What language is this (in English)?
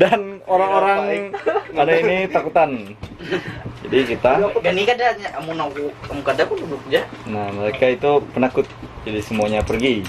Banjar